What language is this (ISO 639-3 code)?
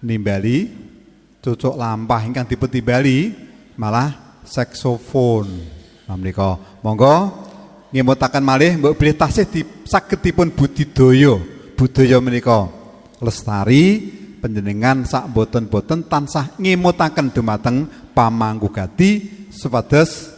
jav